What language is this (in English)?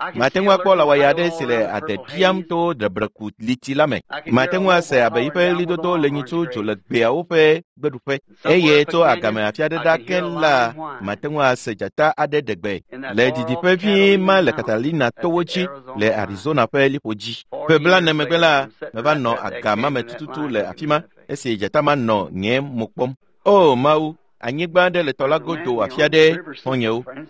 Ewe